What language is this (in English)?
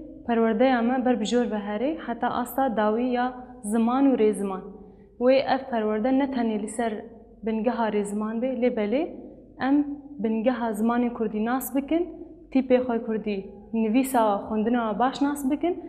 Kurdish